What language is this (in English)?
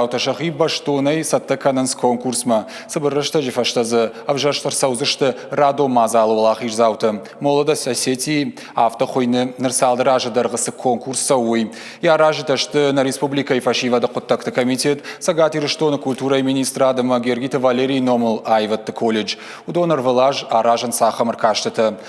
Ossetic